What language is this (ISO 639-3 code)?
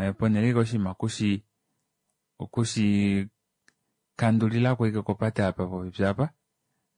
kua